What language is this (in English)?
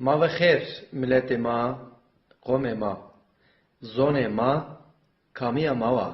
Zaza